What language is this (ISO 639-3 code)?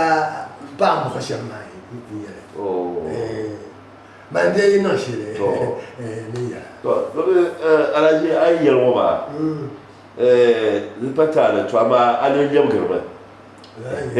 dag